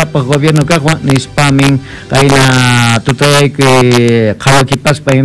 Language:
Quechua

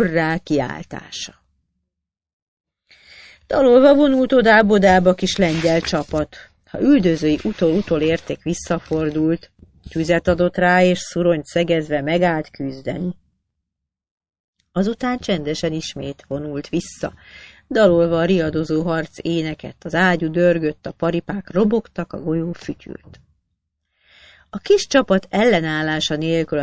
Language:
Hungarian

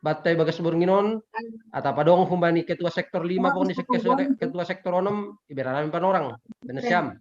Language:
Batak Simalungun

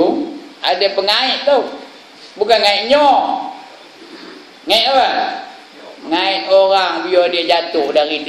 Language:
Malay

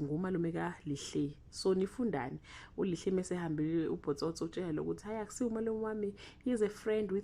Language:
Zulu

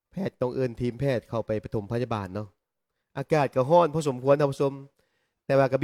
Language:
Lao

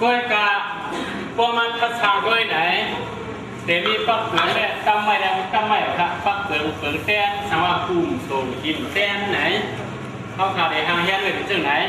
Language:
Shan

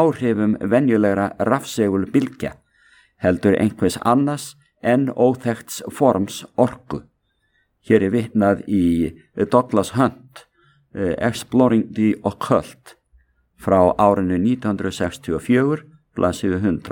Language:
Icelandic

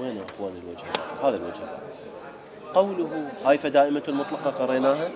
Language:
Mesopotamian Arabic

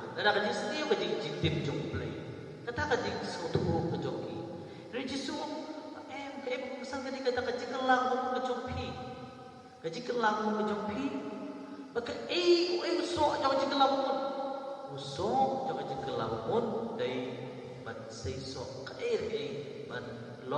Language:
Khasi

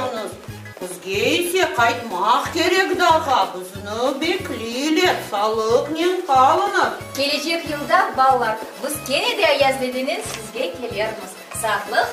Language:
Crimean Tatar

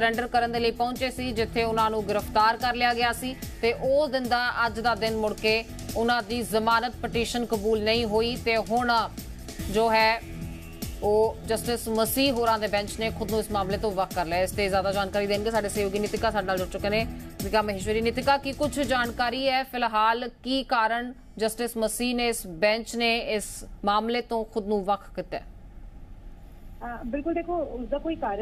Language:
Punjabi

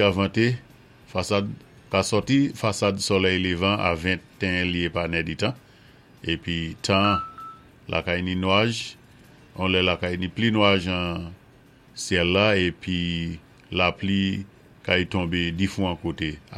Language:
Saint Lucian Creole French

